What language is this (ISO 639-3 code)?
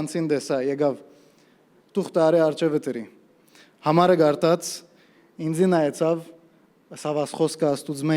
hyw